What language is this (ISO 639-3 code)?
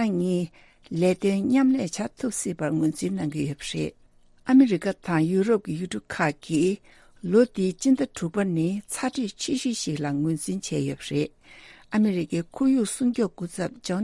bod